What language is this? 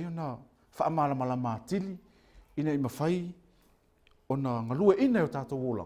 Samoan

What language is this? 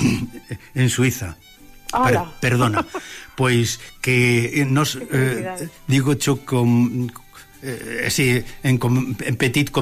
Galician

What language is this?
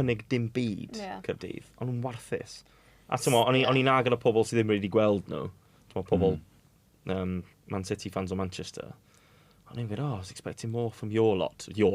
Welsh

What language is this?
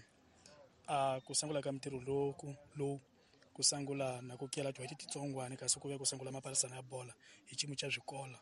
Tsonga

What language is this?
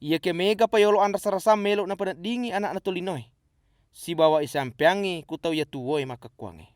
Buginese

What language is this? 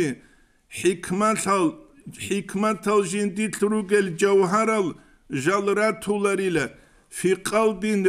Avaric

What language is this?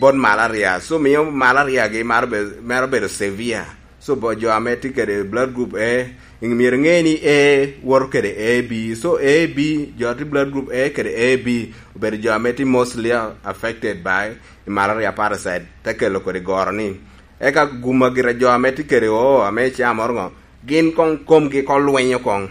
Lango (Uganda)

